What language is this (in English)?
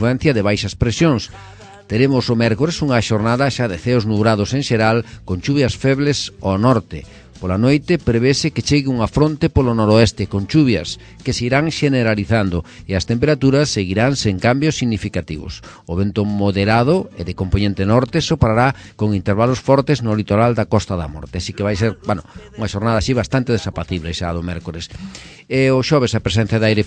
Galician